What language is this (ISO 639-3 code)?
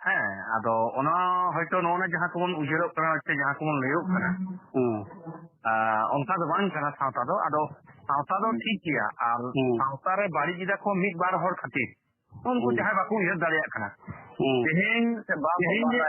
sat